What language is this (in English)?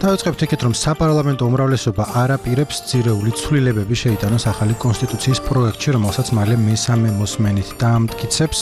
Georgian